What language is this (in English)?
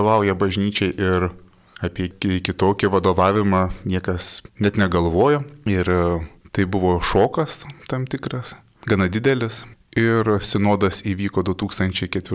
Lithuanian